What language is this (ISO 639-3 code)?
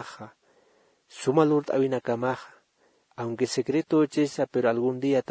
aym